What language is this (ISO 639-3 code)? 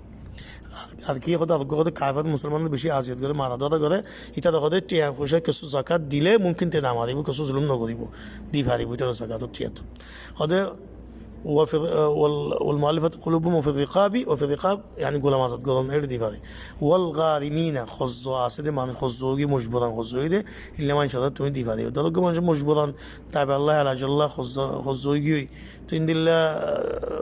rhg